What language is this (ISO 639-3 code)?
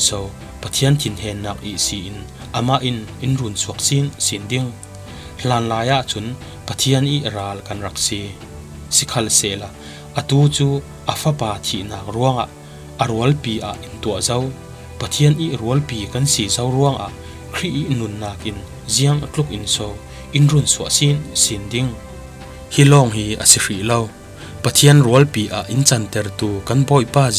cfm